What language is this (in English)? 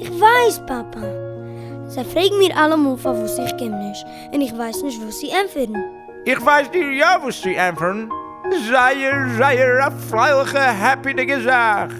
Yiddish